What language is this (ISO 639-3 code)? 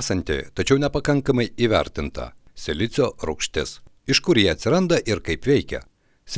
lit